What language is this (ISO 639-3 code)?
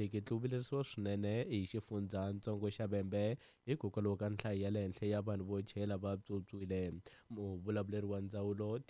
tso